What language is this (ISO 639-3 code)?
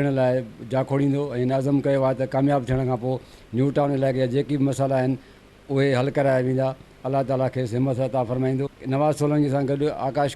snd